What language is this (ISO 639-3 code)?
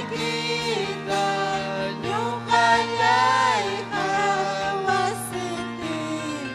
quy